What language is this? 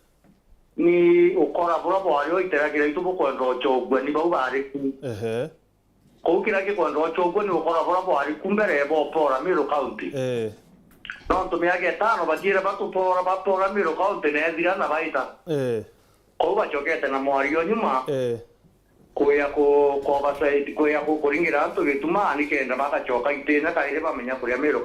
Meru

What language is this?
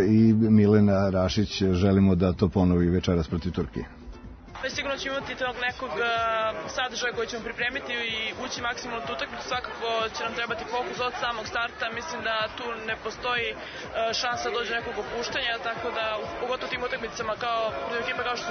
Serbian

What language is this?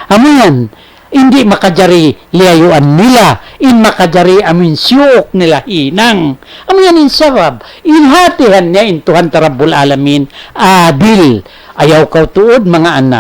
Tausug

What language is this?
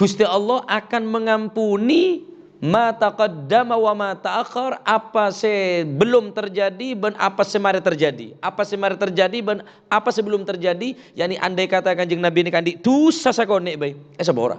Madurese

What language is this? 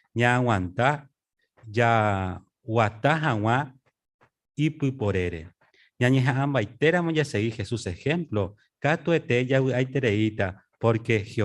Guarani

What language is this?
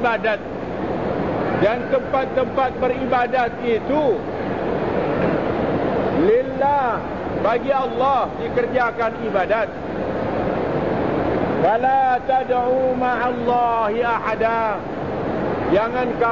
Malay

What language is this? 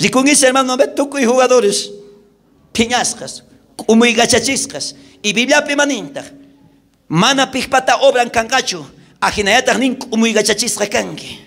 South Bolivian Quechua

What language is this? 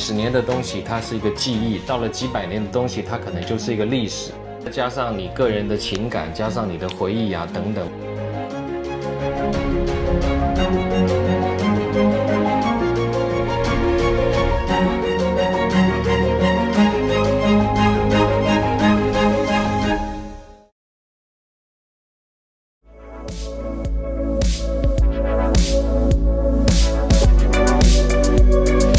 Chinese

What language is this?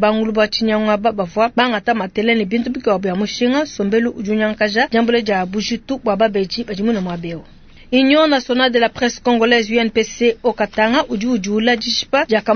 Luba-Lulua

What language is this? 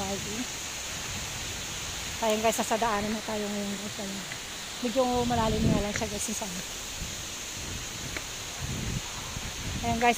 Filipino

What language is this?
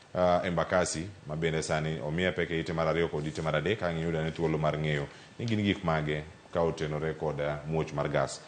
Luo (Kenya and Tanzania)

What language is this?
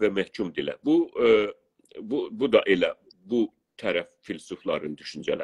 South Azerbaijani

